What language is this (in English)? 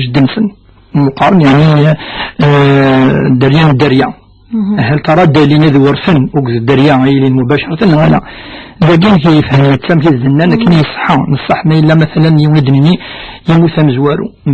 Kabyle